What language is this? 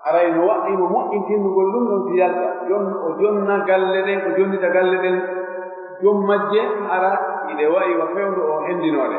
Pular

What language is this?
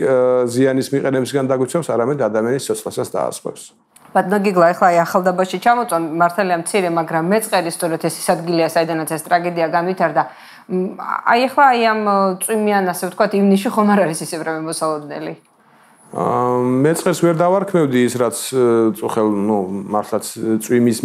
Georgian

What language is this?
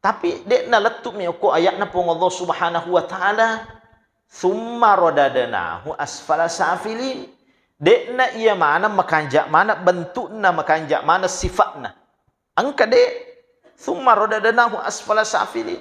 Buginese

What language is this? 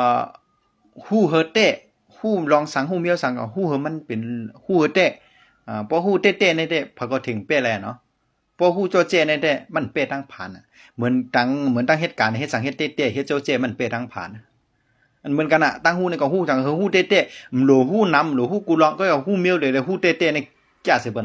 Shan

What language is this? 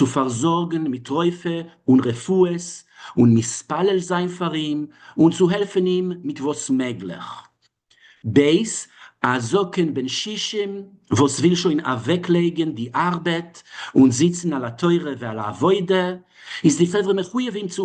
Yiddish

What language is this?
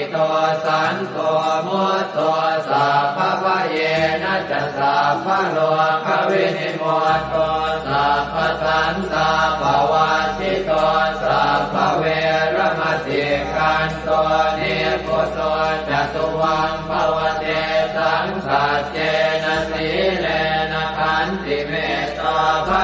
Pali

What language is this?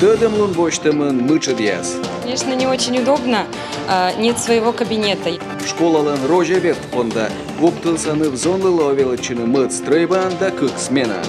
Komi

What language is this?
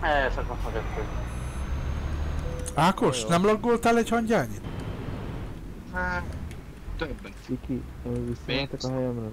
Hungarian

